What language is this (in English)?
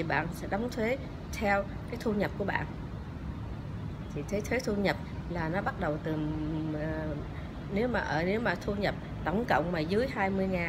Vietnamese